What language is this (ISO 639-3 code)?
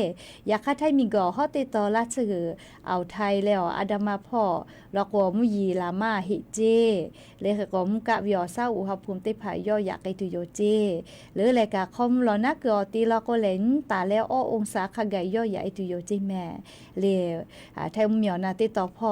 lhu